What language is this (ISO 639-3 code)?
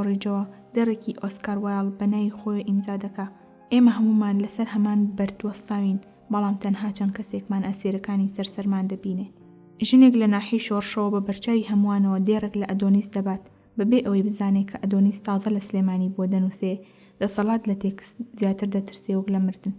ckb